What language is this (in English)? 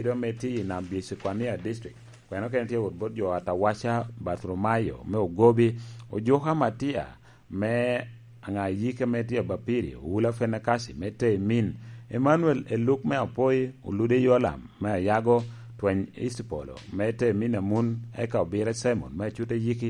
Lango (Uganda)